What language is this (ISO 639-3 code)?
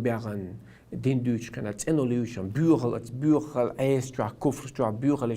che